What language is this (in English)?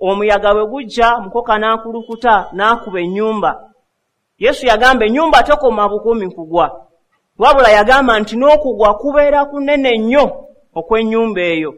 Ganda